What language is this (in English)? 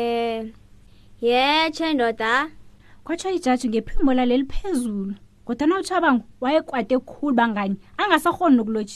South Ndebele